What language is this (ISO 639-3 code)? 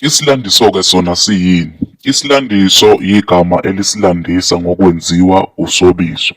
zul